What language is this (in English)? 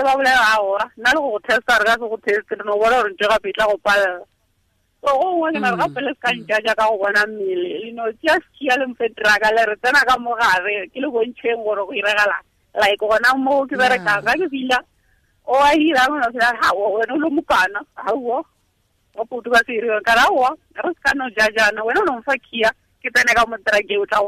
Tswana